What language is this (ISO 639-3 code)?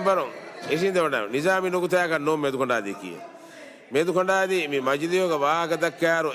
div